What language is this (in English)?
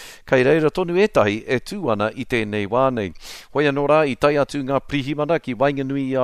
Māori